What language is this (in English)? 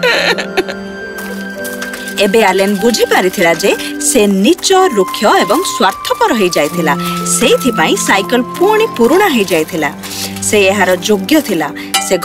Odia